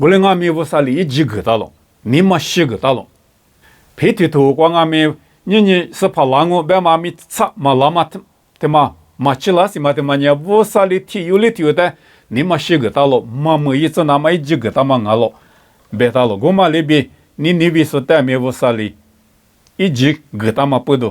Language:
Lisu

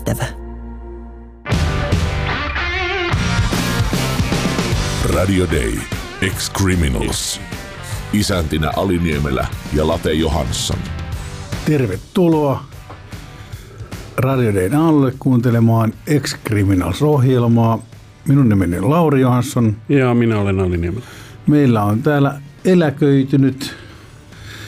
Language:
Finnish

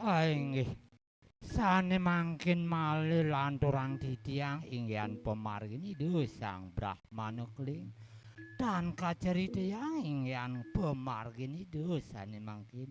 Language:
Balinese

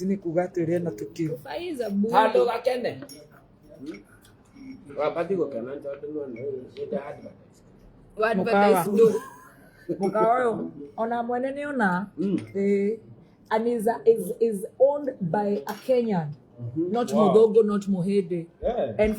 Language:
Kikuyu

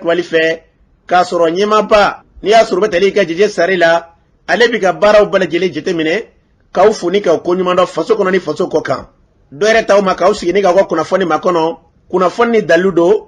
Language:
Bambara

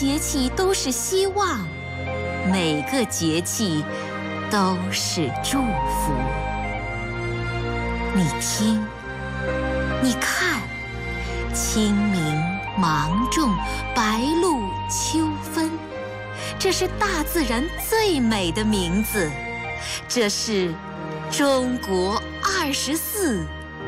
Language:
Chinese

